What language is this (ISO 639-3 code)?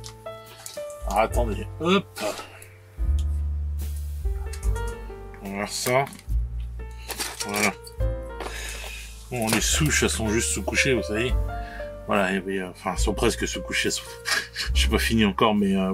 fra